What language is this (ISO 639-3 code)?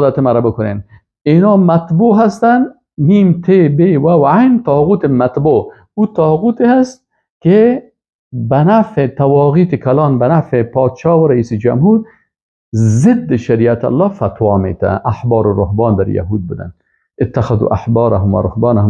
fas